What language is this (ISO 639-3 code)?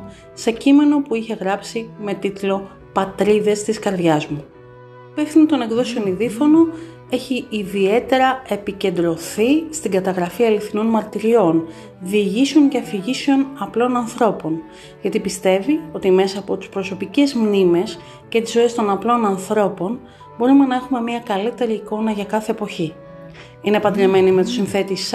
ell